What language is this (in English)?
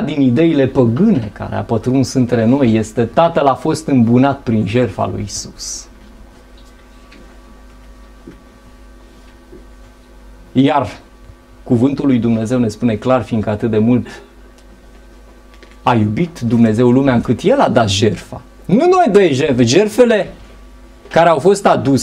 Romanian